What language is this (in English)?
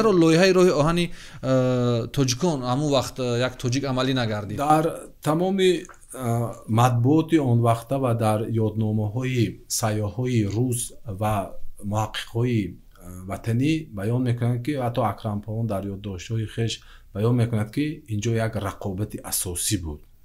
Tajik